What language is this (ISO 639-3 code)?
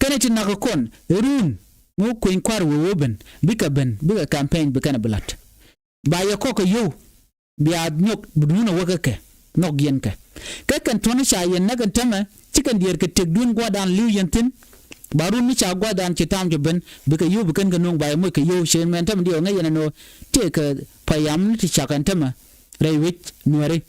nus